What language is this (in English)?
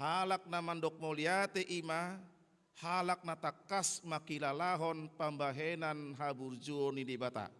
Batak Toba